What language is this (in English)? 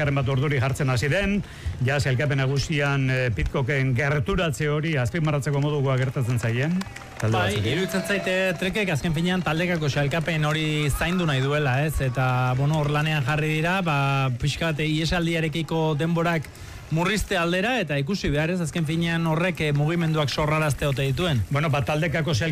Basque